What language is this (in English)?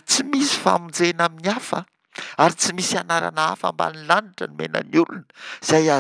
Malagasy